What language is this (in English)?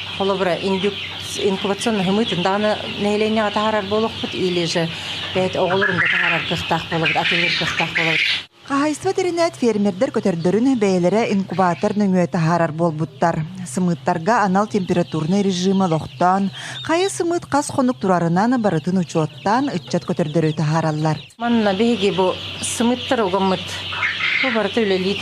Yakut